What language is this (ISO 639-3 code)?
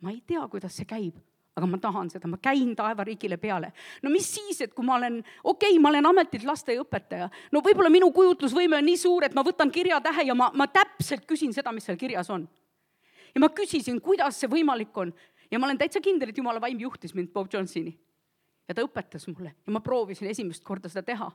est